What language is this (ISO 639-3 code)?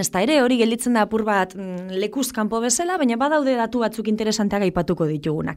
eus